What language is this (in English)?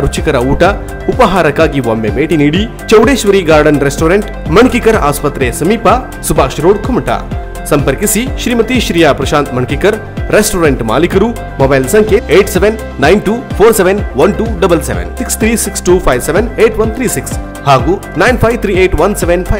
Kannada